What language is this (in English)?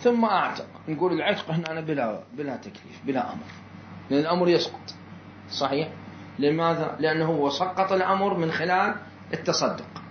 Mesopotamian Arabic